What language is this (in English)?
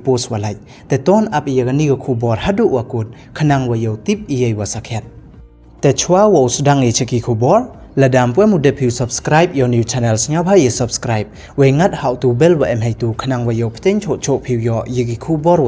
Pnar